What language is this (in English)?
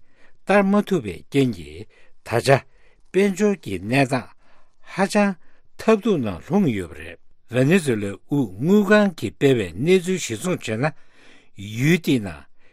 Tibetan